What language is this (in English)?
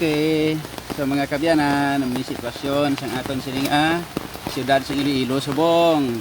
Hiligaynon